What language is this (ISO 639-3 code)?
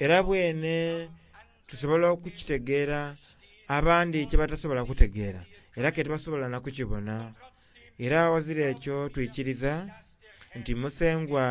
xog